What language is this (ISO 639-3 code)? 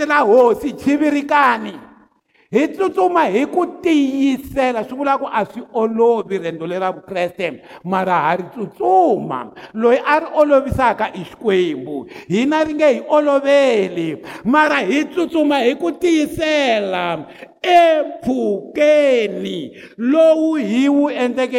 tso